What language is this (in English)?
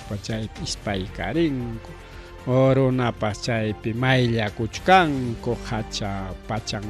Ayacucho Quechua